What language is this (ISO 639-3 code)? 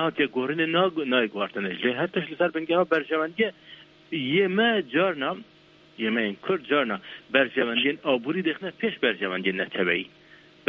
kur